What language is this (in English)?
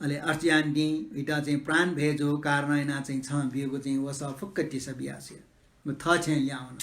Newari